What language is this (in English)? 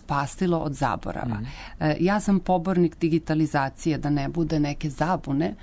Serbian